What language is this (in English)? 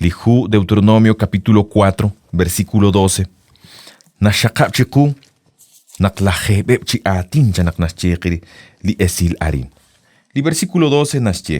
Kekchí